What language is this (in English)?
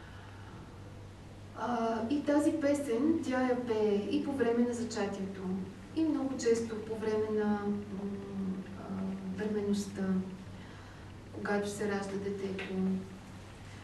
Bulgarian